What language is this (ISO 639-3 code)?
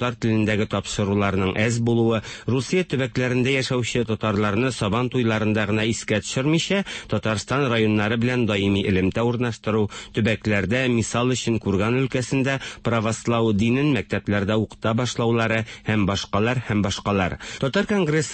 tat